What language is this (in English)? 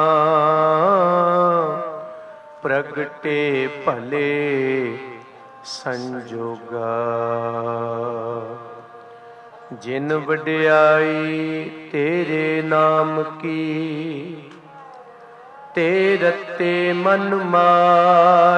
Punjabi